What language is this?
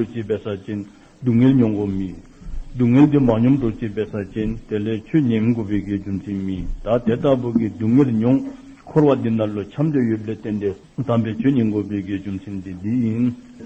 Dzongkha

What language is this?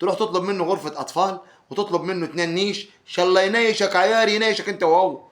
Egyptian Arabic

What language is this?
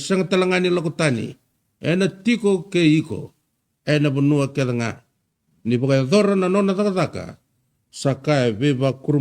Fijian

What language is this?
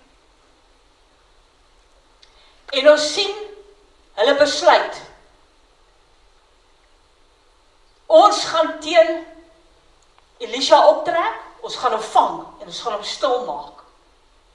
Afrikaans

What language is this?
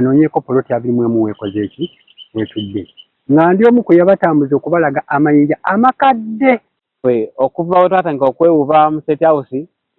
Ganda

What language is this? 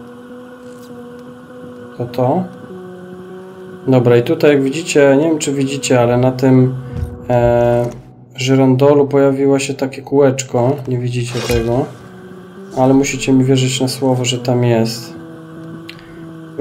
Polish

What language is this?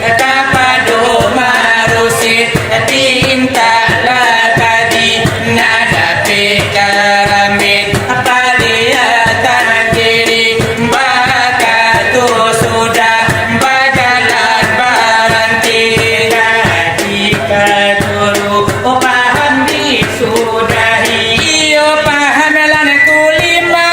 Minangkabau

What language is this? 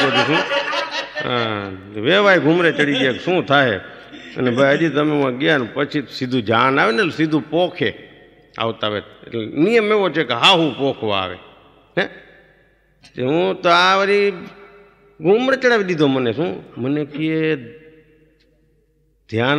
Gujarati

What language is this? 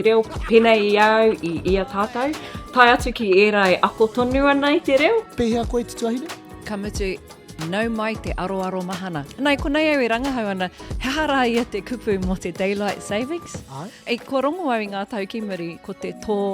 Māori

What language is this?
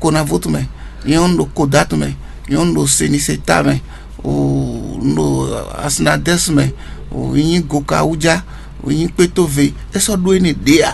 Fon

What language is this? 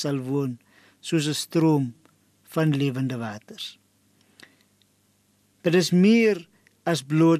Afrikaans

